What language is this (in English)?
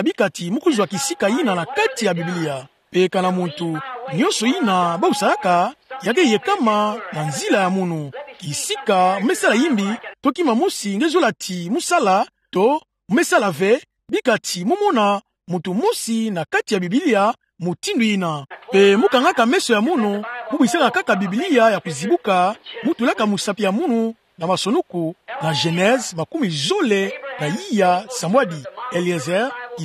Kituba (Democratic Republic of Congo)